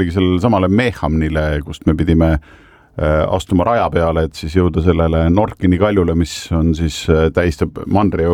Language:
Estonian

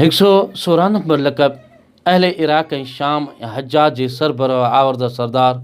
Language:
Sindhi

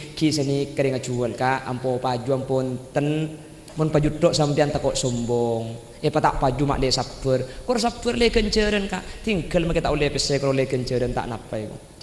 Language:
Madurese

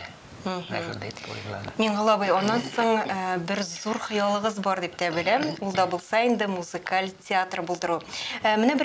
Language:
Tatar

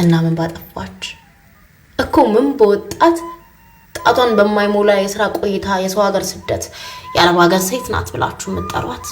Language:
Amharic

